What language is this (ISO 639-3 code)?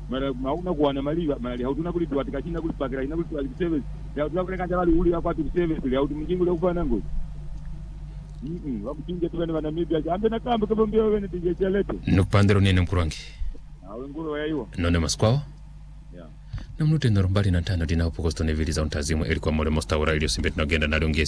swa